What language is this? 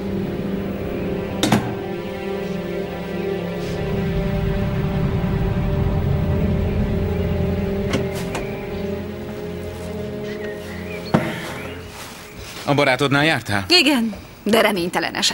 Hungarian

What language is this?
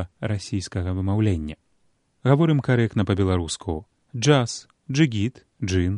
Belarusian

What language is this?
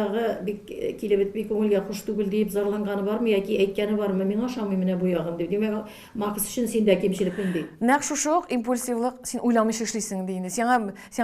Tatar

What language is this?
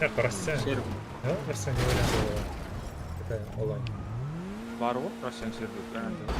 Kara-Kalpak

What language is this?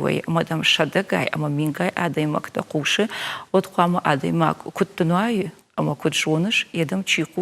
Ossetic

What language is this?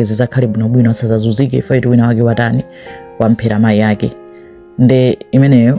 Nyanja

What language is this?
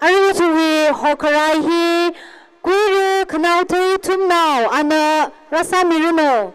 Tangkhul Naga (India)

